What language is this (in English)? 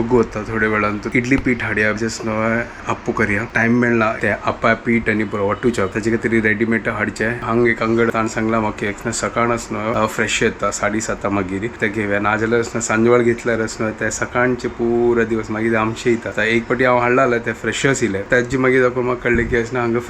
Konkani